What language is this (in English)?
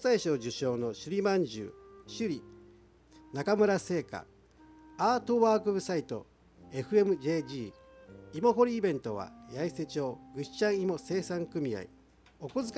Japanese